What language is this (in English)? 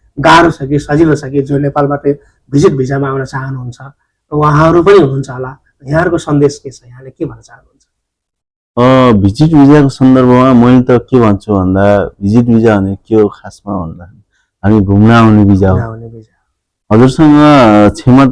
Nepali